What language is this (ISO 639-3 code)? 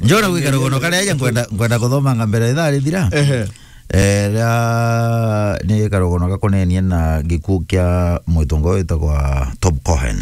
mer